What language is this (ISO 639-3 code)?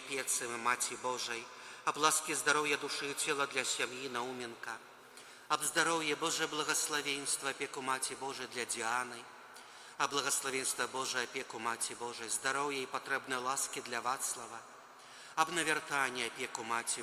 bel